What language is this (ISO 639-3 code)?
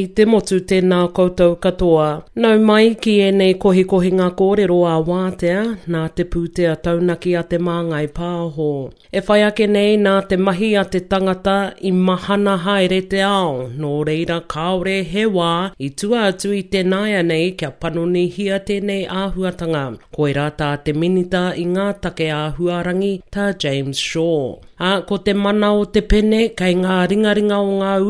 mri